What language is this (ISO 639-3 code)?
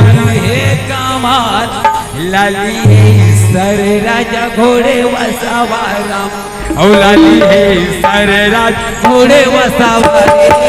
hne